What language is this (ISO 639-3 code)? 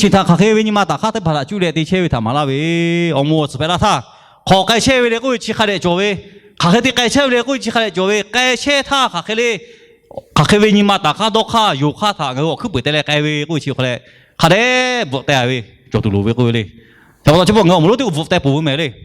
lhu